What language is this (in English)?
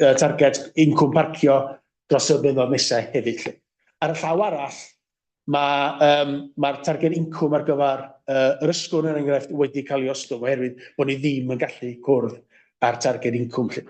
Welsh